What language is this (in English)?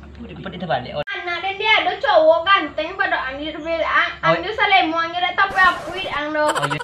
Minangkabau